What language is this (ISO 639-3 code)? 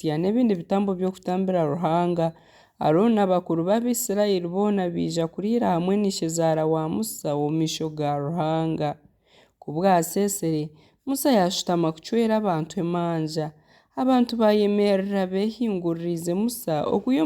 nyn